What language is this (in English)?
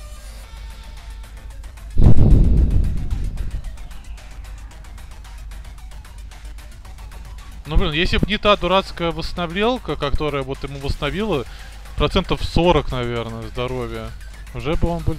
Russian